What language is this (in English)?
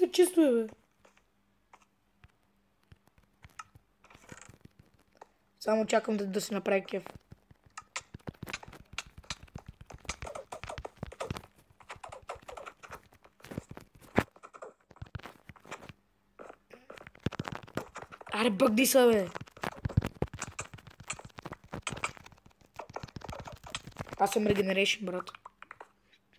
Bulgarian